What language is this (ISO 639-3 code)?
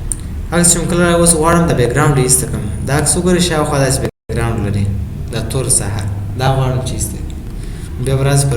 pus